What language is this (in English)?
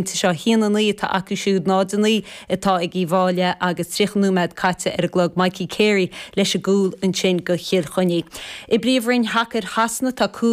Irish